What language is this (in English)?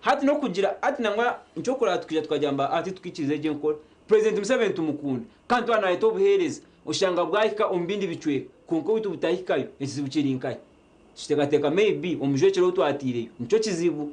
Nyankole